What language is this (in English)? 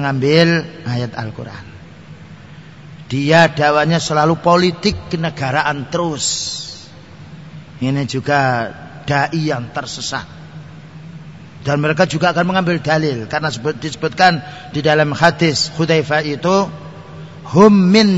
Indonesian